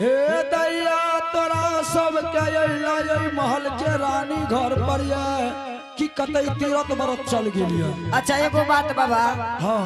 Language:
Angika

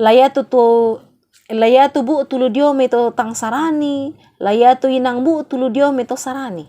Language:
Toraja-Sa'dan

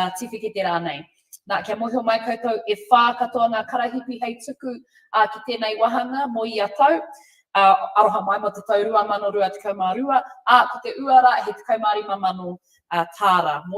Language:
Māori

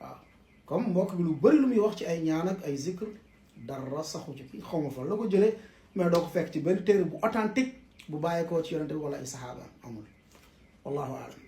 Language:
Wolof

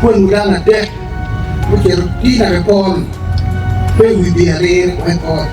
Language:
Acoli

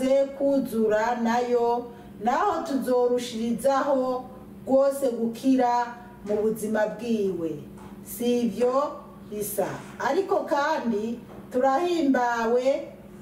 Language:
Rundi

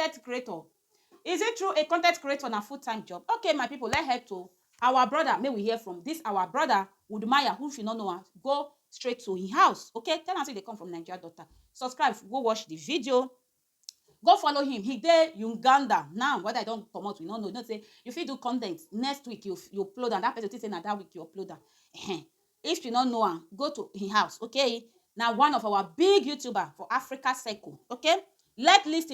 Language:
Nigerian Pidgin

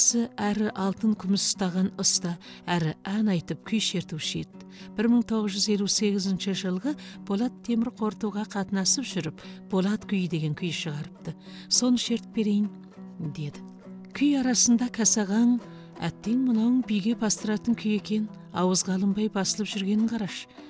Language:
Kazakh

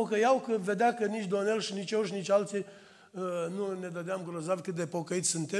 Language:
Romanian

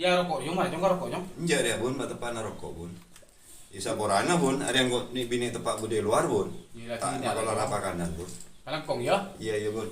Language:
Madurese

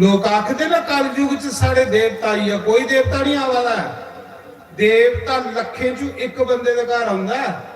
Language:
Dogri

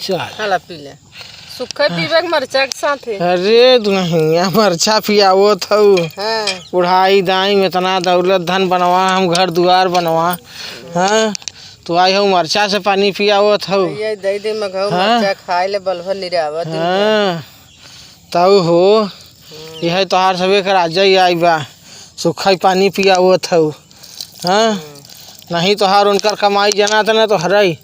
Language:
Awadhi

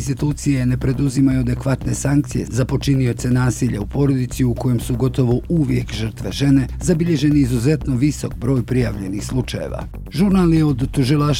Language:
Bosnian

